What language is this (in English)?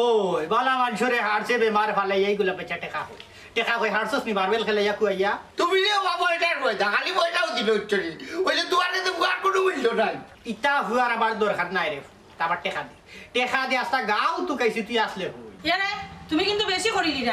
Sylheti